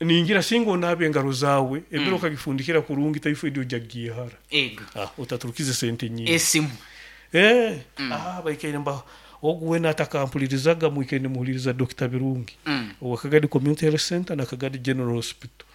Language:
Nyoro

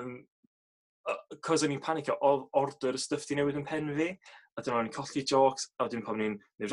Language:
Welsh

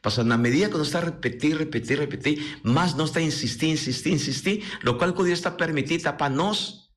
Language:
Papiamento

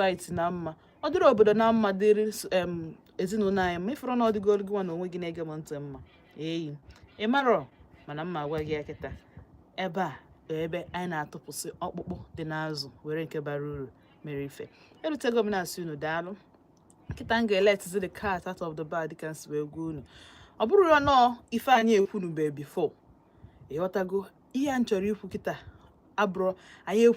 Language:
Igbo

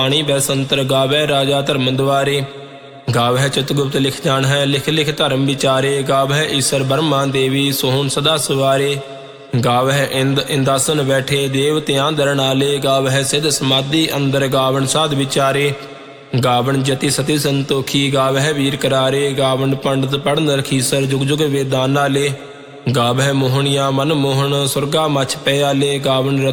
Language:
Punjabi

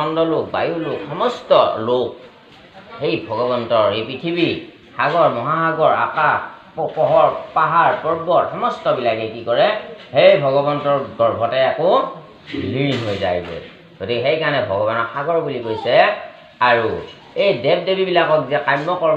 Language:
Assamese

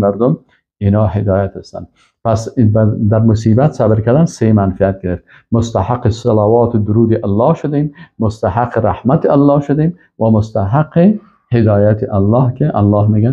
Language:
Persian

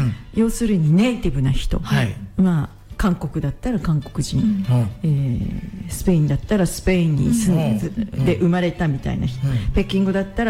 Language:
Japanese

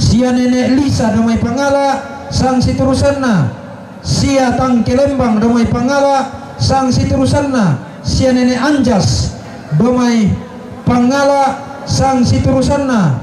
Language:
Toraja-Sa'dan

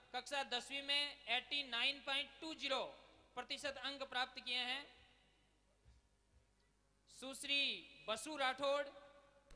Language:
Hindi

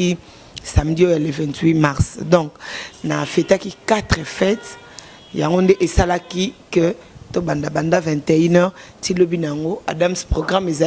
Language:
Lingala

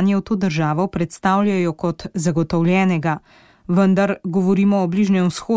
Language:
Slovenian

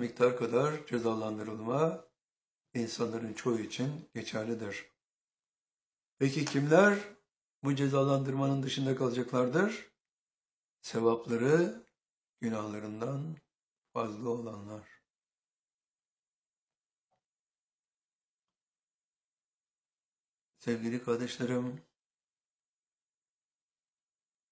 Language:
Turkish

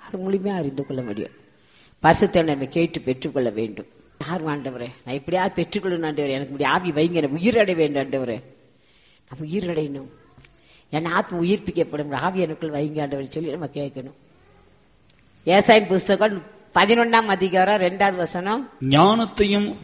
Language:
Tamil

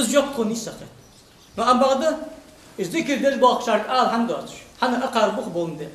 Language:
Ingush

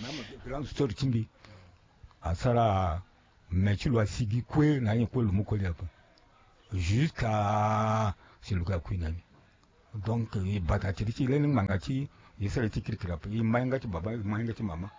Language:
Sango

